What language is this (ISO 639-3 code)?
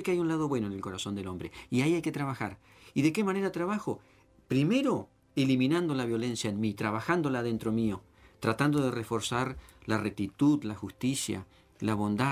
spa